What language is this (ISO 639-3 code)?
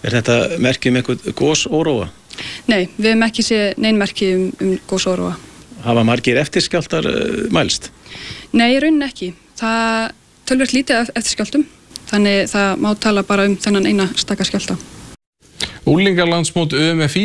isl